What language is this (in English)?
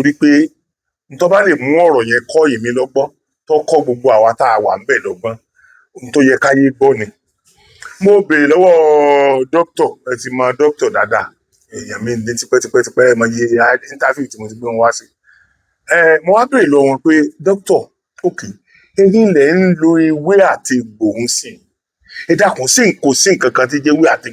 Yoruba